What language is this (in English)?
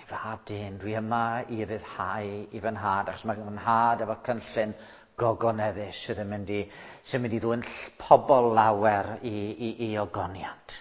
Welsh